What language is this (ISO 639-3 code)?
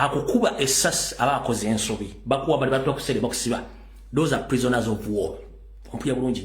lug